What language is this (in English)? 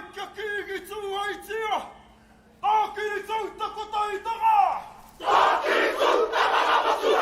Māori